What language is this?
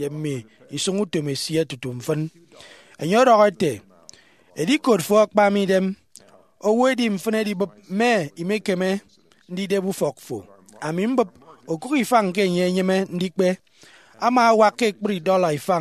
Efik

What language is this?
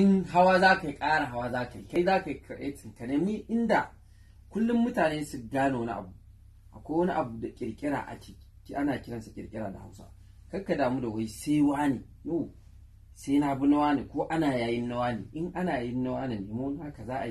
Hausa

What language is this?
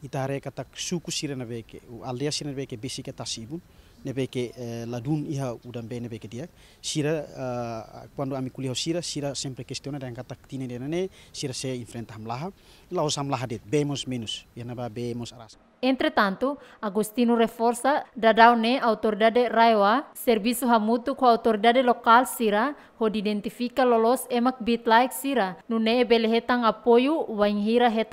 Tetum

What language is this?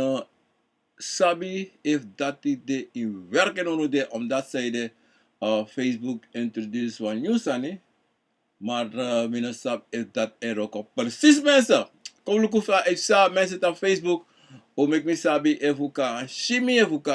Sranan Tongo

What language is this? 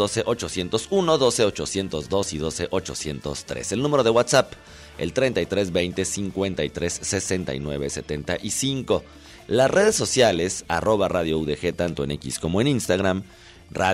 Spanish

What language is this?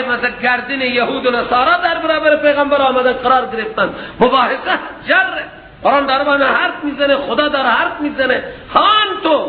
Persian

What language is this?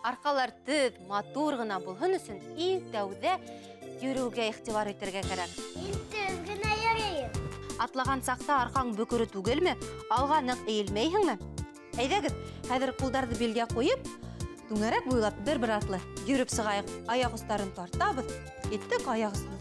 Bashkir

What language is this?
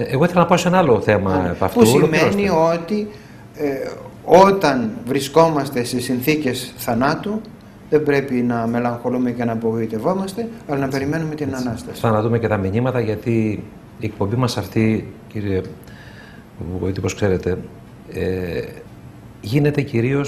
Greek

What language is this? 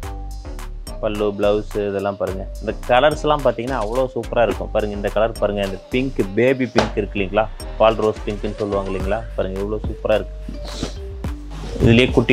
Tamil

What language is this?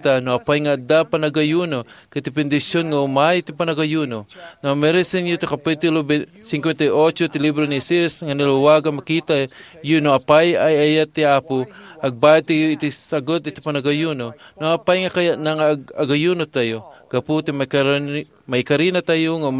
Iloko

